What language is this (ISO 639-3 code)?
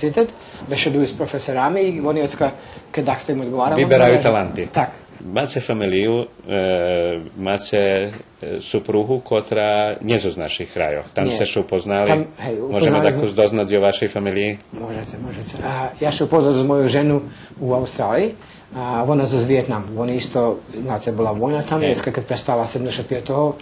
rue